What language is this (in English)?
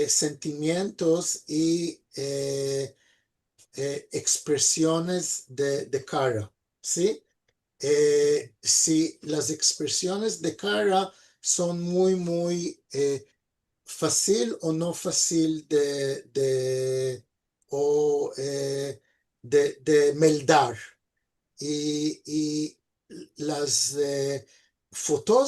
Ladino